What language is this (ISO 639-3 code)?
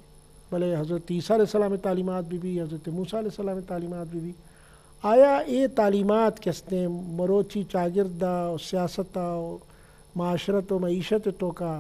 bgp